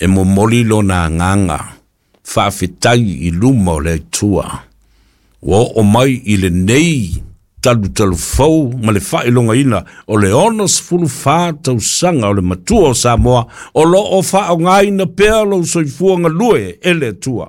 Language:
Samoan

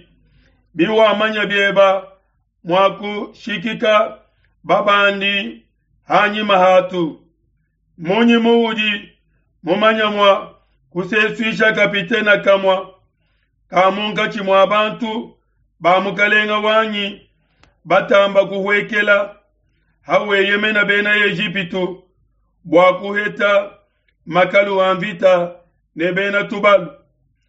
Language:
Luba-Lulua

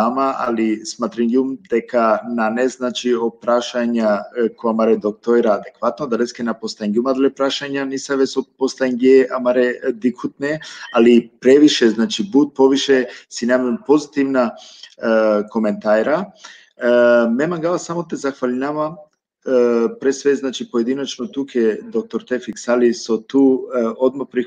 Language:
Balkan Romani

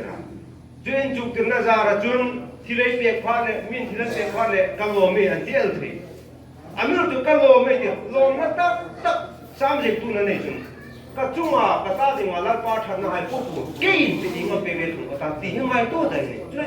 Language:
Hmar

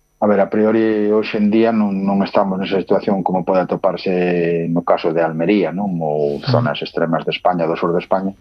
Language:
Galician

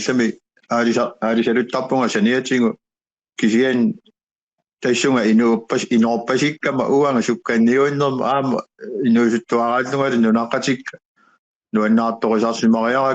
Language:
Kalaallisut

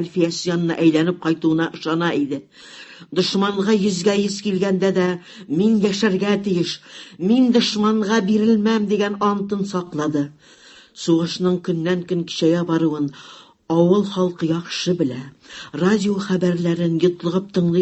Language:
Tatar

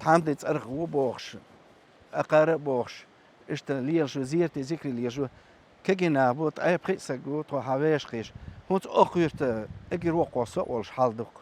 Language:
Chechen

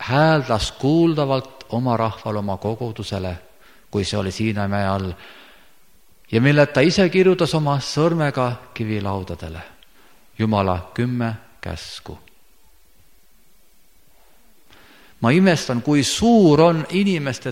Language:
Estonian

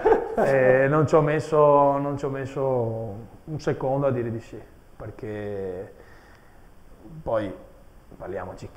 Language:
Italian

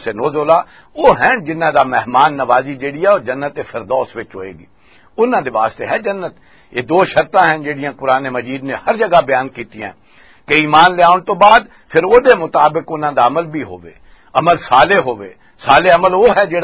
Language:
Western Panjabi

